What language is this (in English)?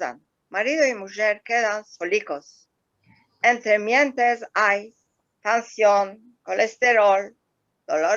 Ladino